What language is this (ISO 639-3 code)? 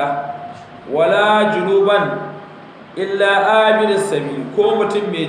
hau